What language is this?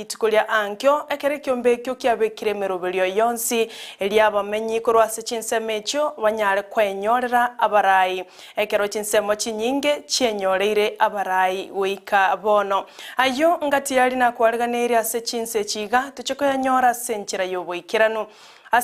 Gusii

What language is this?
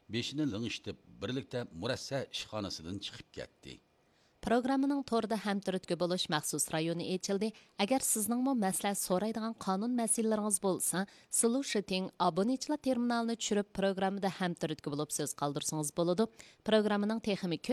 Uyghur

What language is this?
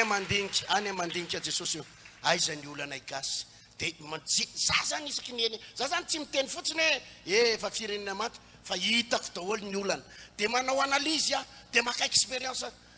Malagasy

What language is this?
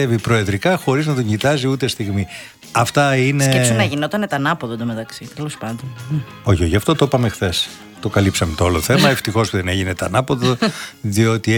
Greek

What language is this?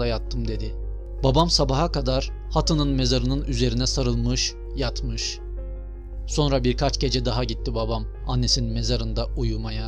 Turkish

